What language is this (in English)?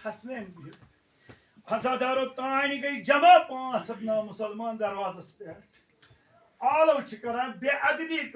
Kashmiri